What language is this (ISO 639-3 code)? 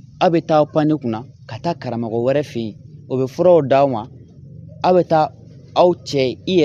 bam